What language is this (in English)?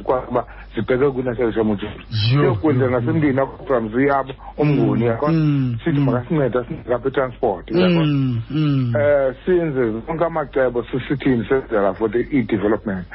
Xhosa